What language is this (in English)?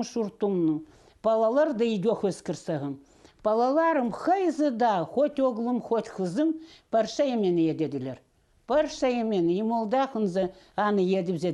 Khakas